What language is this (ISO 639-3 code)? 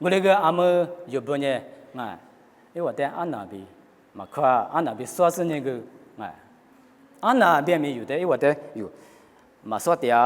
lis